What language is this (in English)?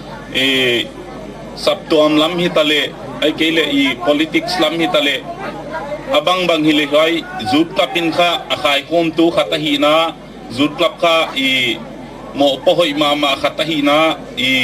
Gangte